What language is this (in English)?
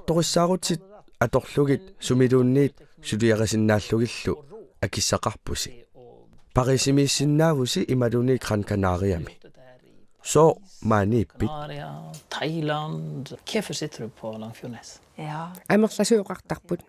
Kalaallisut